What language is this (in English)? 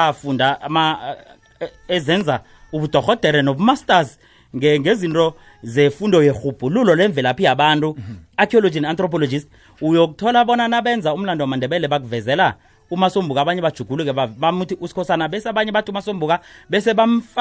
South Ndebele